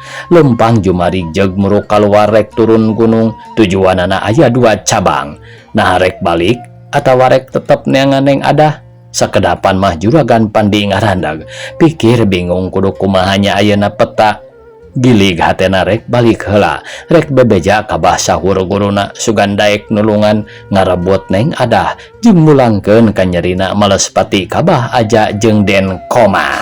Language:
Sundanese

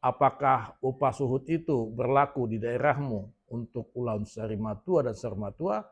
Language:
Batak Toba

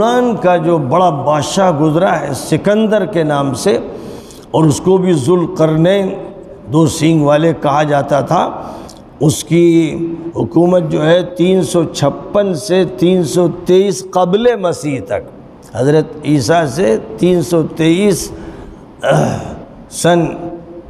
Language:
Urdu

